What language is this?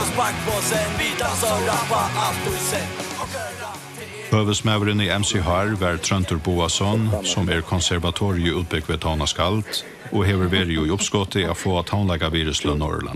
Faroese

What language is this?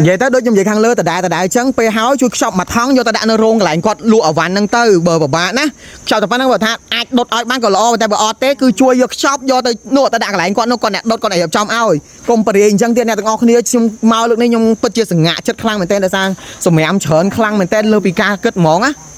Khmer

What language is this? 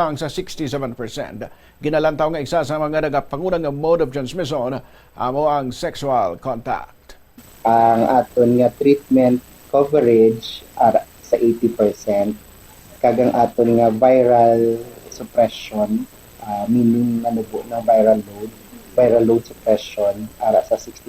Hiligaynon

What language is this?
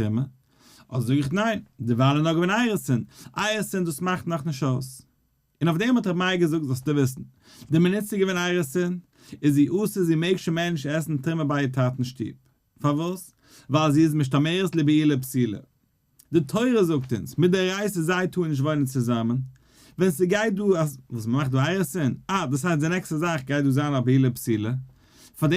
Yiddish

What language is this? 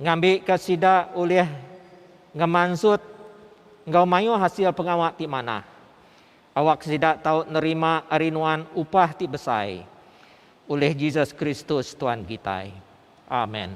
Iban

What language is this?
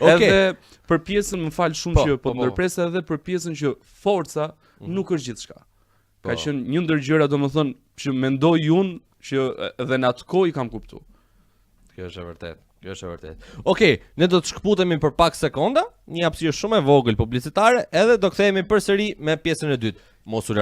Albanian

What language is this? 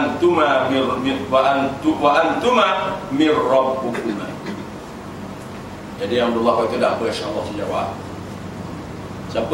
Malay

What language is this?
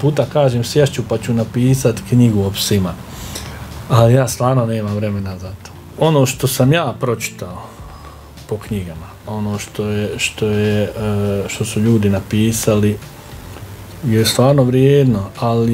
Bosnian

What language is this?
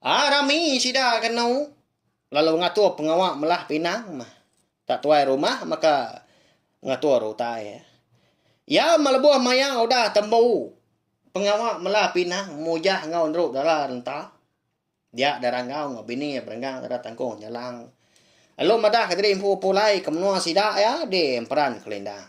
Iban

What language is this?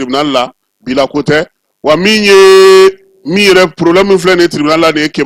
Bambara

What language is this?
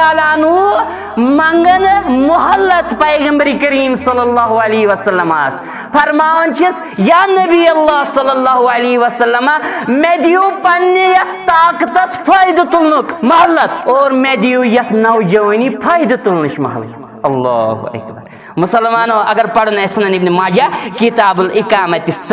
Kashmiri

